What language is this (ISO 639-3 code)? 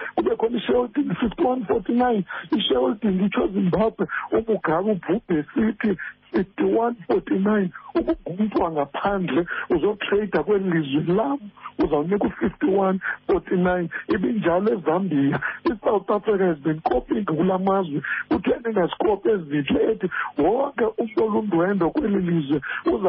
xho